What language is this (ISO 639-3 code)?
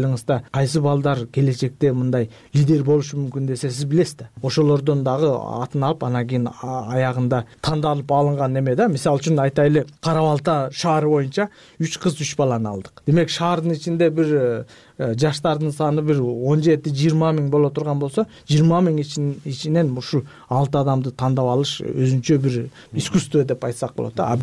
kir